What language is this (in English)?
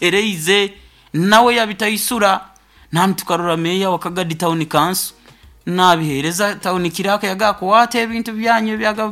Nyoro